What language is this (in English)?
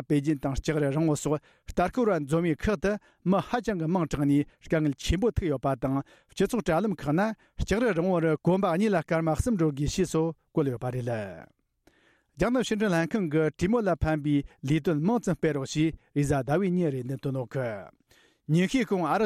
Tibetan